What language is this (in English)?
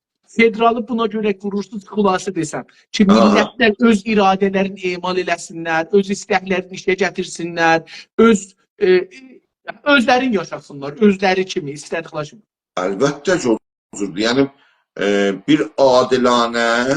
South Azerbaijani